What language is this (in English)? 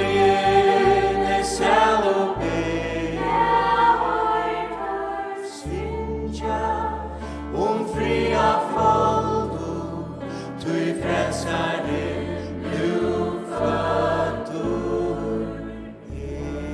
Faroese